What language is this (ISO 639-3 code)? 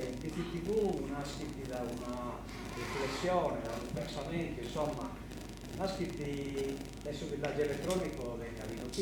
srd